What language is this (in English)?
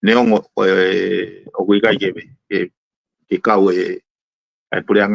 Tongan